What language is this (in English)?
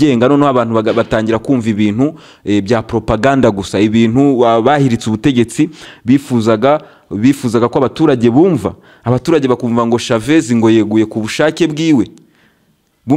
Kinyarwanda